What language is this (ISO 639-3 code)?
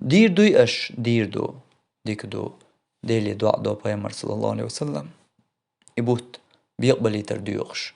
che